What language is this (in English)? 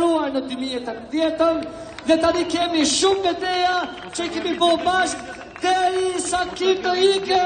Albanian